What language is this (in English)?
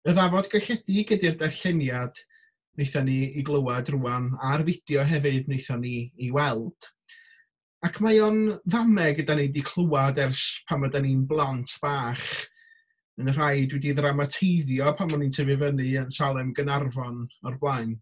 Welsh